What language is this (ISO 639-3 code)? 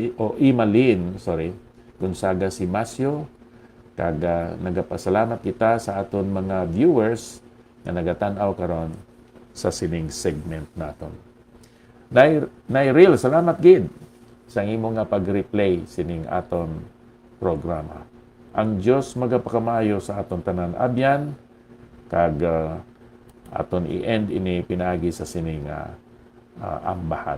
hil